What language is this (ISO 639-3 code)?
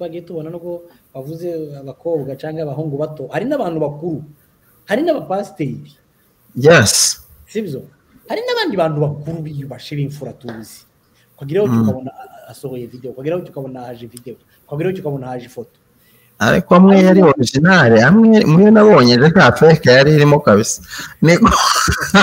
kin